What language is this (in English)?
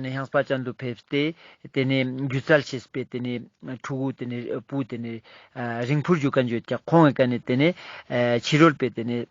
Ladakhi